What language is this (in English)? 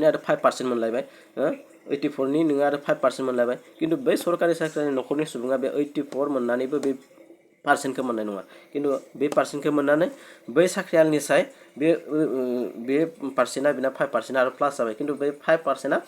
Bodo